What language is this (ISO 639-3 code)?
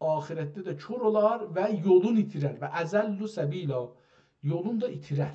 azb